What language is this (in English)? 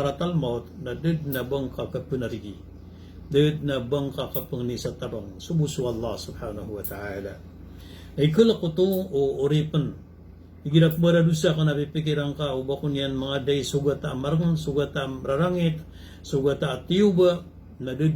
Maranao